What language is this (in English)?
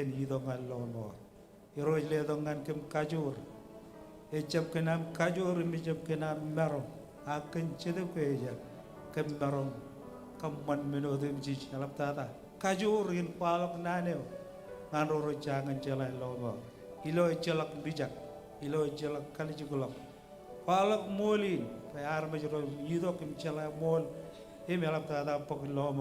Marshallese